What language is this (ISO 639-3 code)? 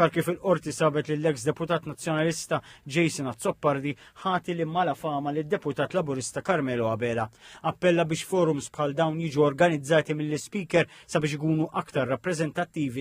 mlt